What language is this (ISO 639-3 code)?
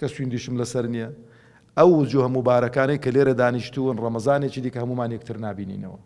ckb